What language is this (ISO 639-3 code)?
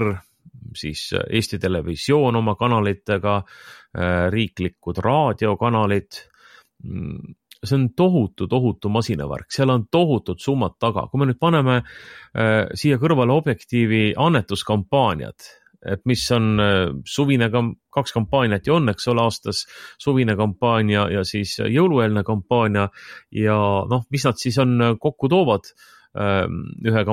est